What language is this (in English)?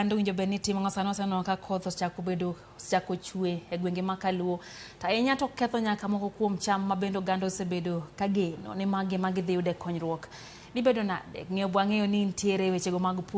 Luo (Kenya and Tanzania)